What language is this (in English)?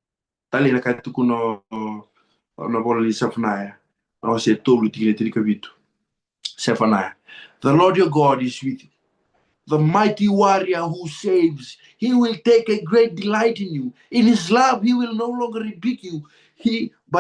Fijian